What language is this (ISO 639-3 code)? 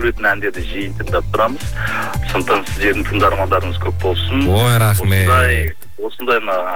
kaz